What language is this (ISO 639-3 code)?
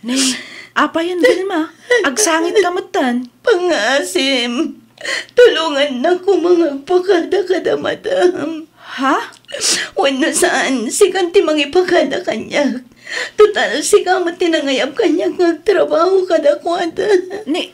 ilo